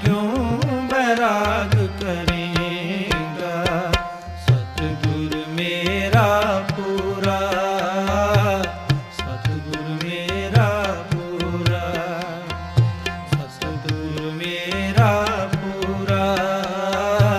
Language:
Punjabi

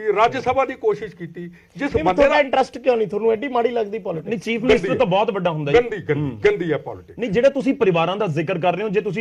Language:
Punjabi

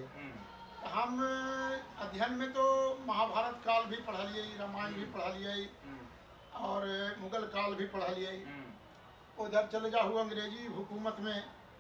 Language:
Magahi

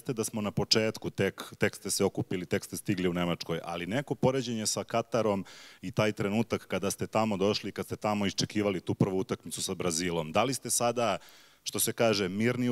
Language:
Serbian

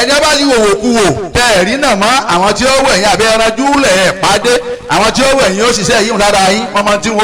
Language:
Yoruba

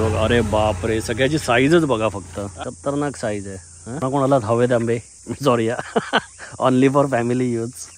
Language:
Marathi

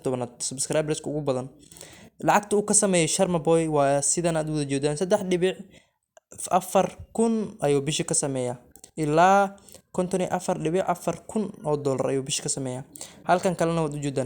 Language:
Somali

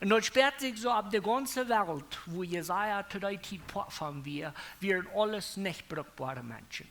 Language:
Plautdietsch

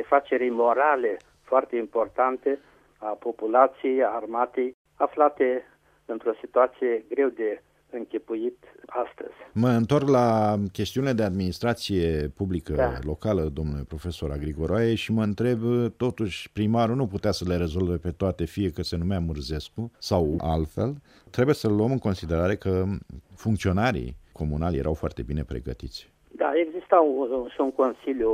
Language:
Romanian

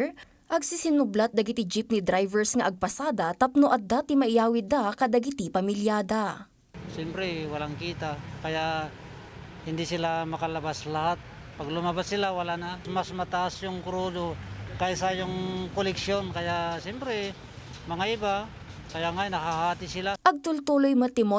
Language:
Iloko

